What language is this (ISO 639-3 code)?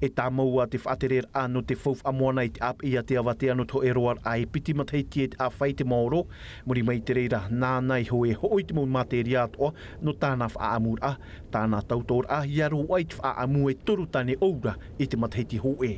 tah